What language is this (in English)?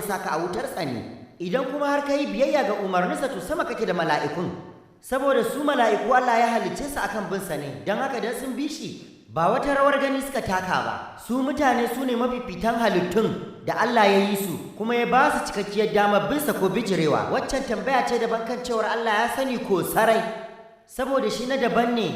Hausa